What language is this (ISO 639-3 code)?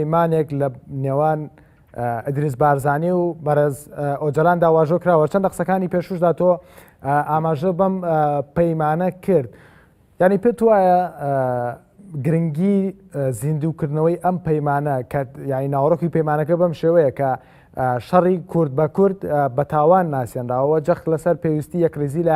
ckb